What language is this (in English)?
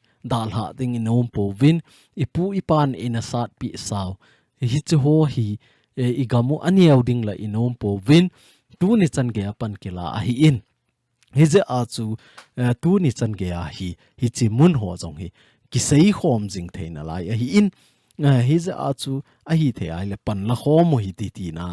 Thado Chin